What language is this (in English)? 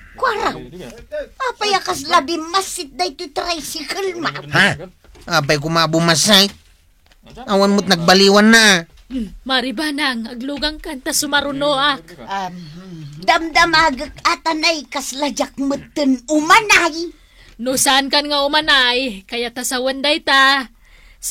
Iloko